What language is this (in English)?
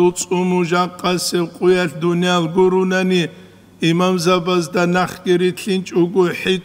Avaric